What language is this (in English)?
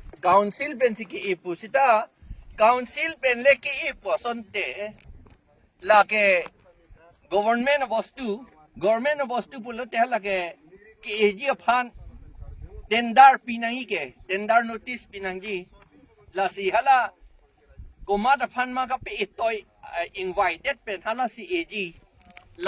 Karbi